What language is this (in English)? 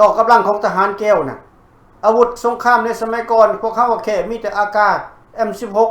Lao